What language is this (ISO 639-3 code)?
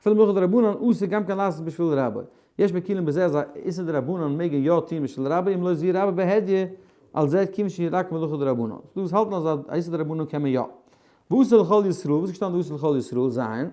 yid